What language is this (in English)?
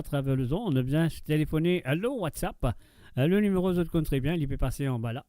Morisyen